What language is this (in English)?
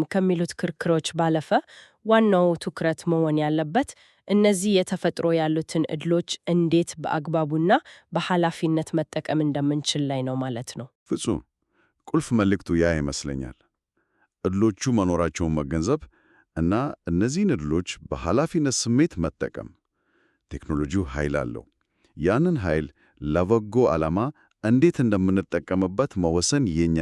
Amharic